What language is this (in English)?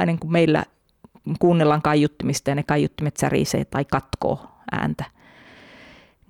Finnish